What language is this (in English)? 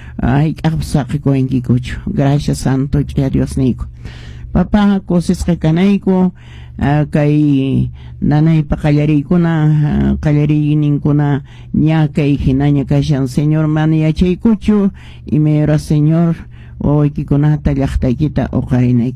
Quechua